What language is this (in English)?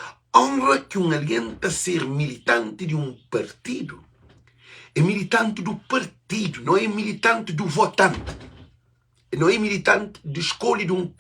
Kabuverdianu